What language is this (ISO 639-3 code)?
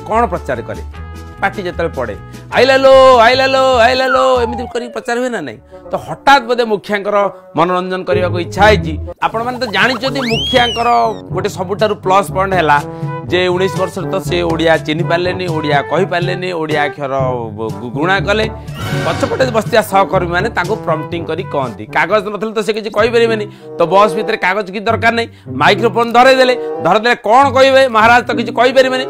ori